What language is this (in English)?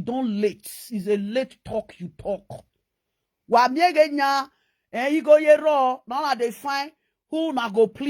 Nigerian Pidgin